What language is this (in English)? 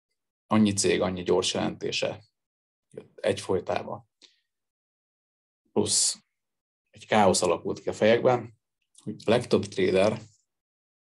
Hungarian